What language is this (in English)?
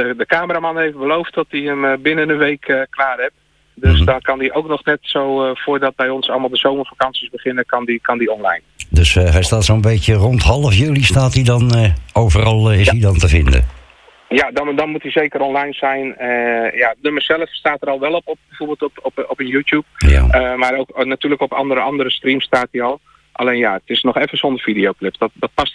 Dutch